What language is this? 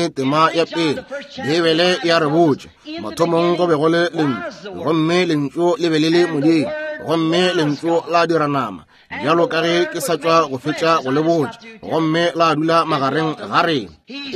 Northern Sotho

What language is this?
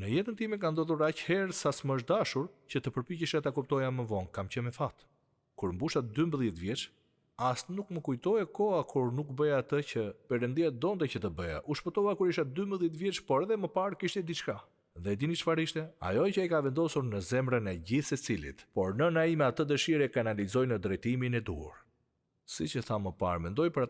Albanian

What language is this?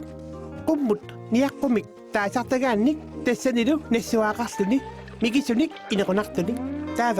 Kalaallisut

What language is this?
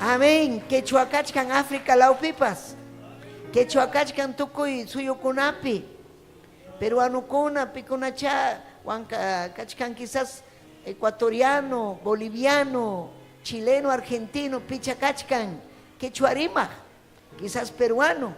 Ayacucho Quechua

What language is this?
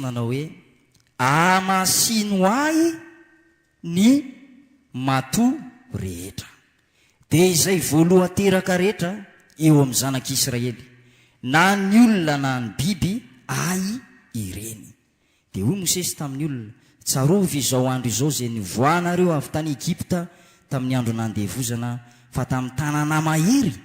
Malagasy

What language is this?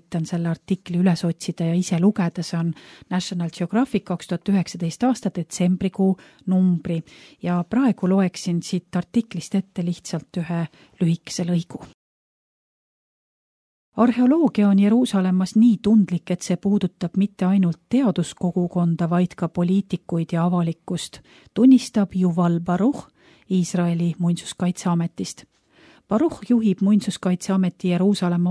Estonian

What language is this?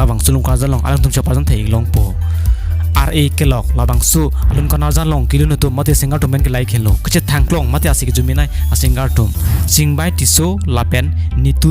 Karbi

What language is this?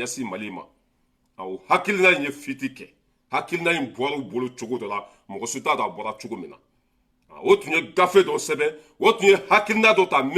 Bambara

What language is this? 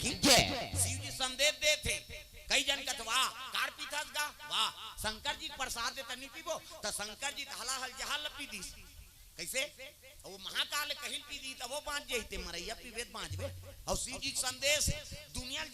Chhattisgarhi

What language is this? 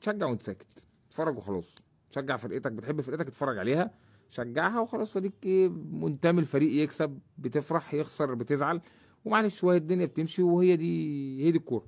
Egyptian Arabic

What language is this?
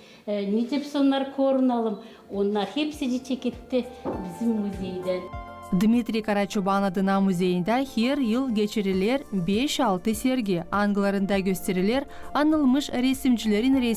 Gagauz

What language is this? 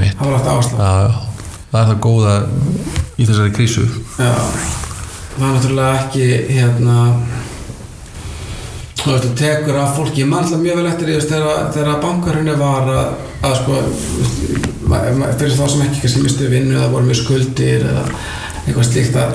Icelandic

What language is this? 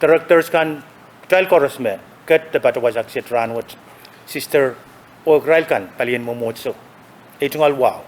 Pohnpeian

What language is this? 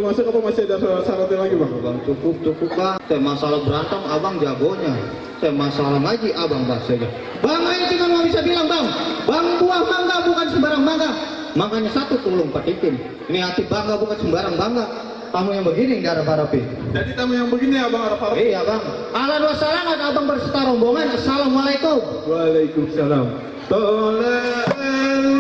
Betawi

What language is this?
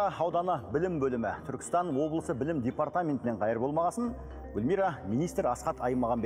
Kazakh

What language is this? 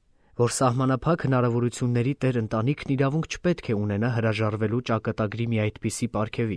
Armenian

